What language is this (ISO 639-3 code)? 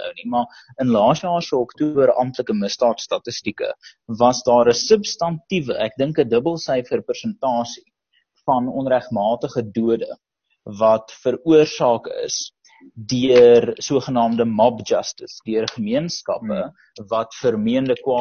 afr